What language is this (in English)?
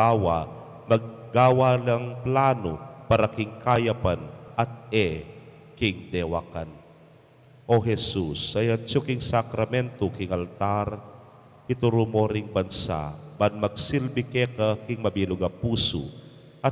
Pampanga